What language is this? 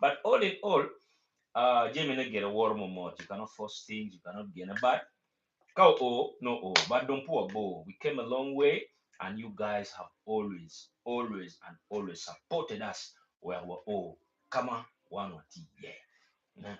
Acoli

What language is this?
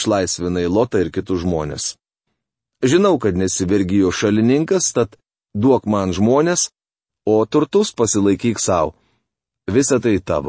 Lithuanian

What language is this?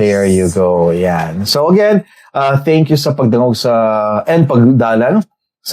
Bikol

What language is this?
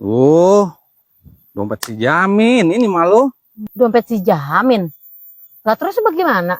Betawi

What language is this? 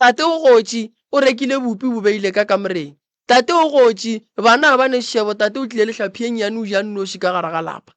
Northern Sotho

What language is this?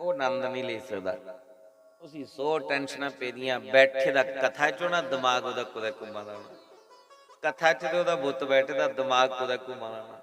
Dogri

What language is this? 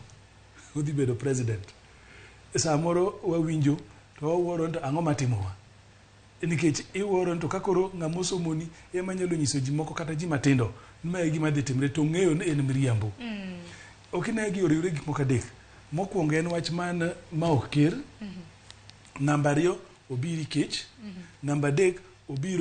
Luo (Kenya and Tanzania)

